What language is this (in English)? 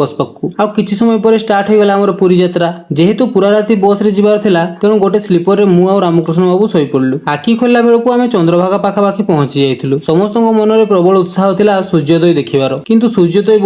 Odia